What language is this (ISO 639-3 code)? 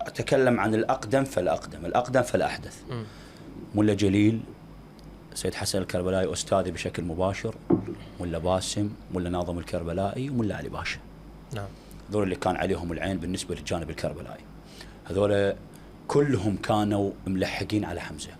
acm